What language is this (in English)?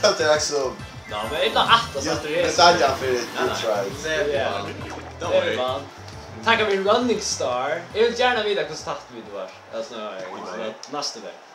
Faroese